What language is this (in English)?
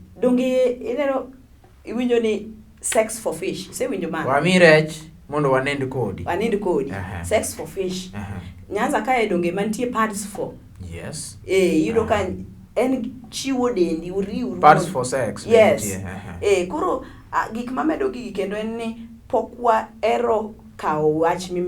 Luo (Kenya and Tanzania)